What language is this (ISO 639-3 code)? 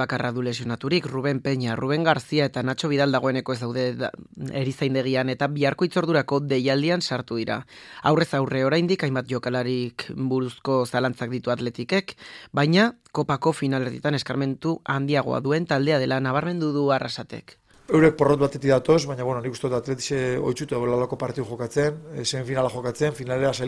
eus